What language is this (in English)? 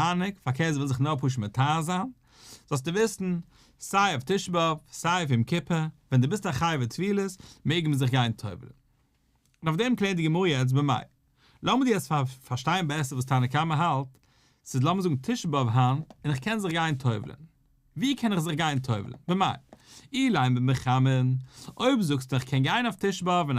Yiddish